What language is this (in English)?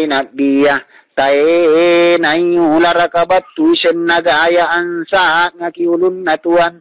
Makasar